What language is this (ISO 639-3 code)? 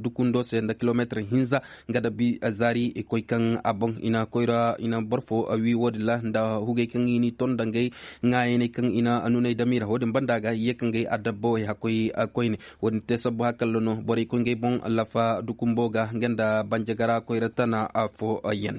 ses